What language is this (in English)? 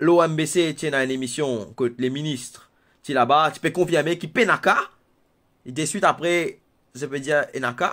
Morisyen